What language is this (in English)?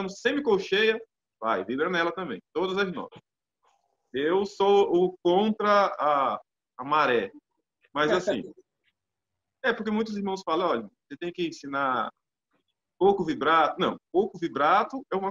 Portuguese